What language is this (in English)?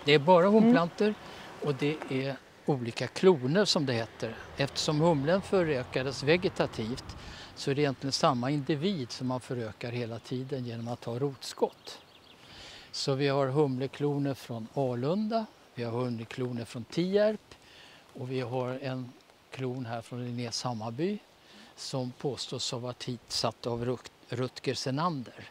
Swedish